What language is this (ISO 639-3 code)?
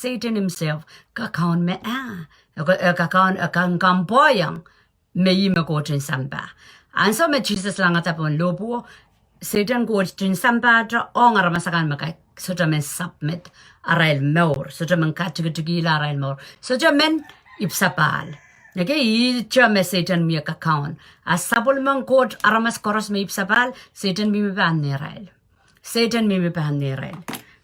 pon